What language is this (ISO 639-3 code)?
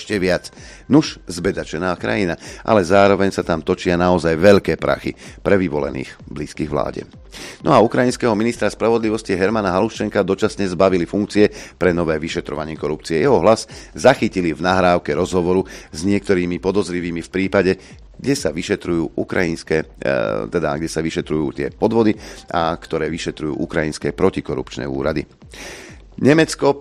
slk